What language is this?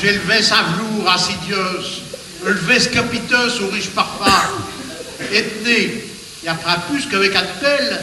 Picard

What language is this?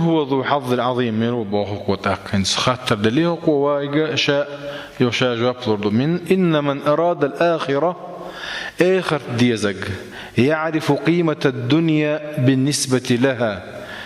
Chechen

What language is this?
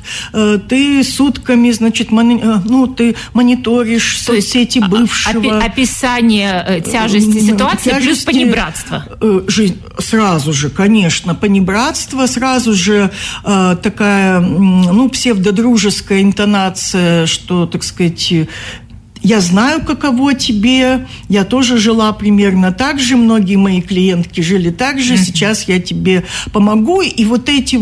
Russian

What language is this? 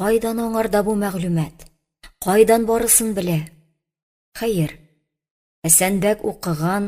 Tatar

